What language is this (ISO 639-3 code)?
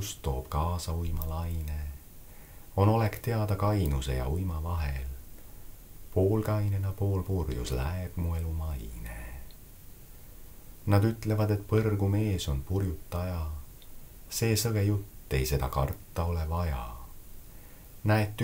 est